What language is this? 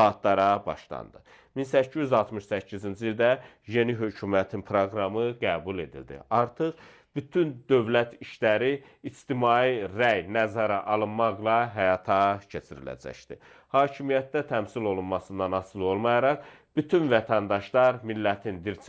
Azerbaijani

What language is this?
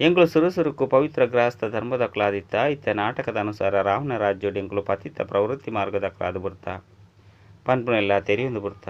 Tulu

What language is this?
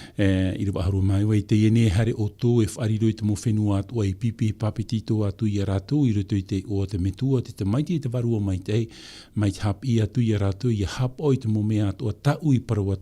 Tahitian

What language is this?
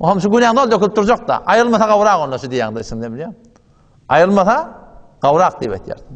Turkmen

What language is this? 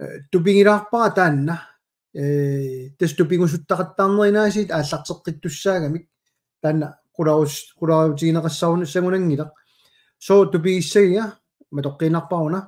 Kalaallisut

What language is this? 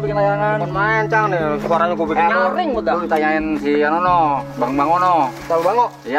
Betawi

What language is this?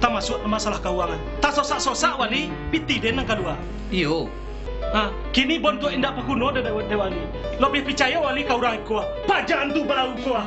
Minangkabau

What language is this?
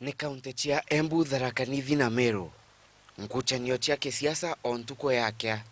Meru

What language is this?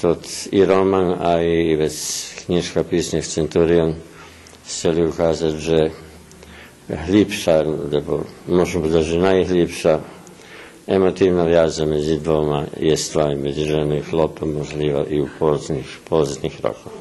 Rusyn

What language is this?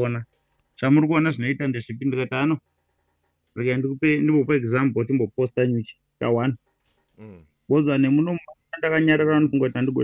Shona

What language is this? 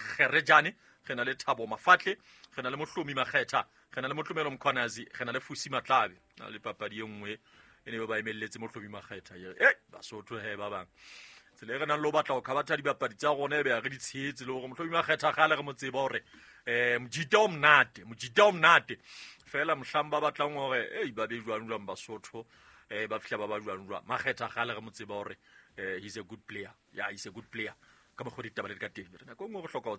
Southern Sotho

